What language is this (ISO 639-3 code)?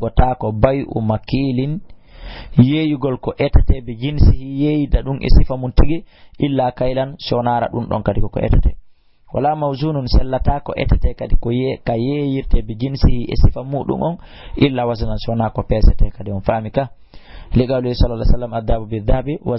ful